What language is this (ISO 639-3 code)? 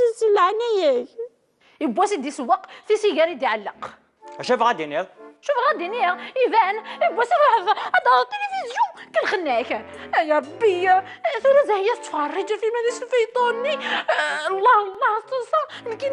kab